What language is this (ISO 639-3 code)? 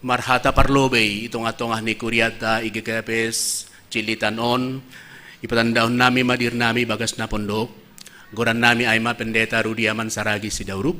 bts